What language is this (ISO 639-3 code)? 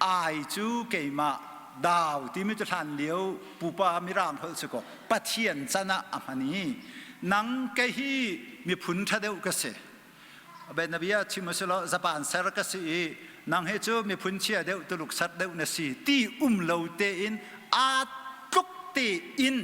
cnh